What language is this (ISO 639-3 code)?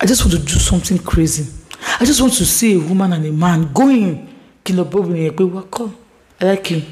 yor